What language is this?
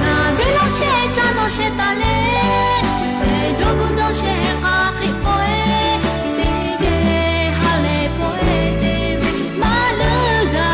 Lahu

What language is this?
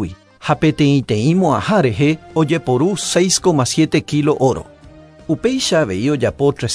Guarani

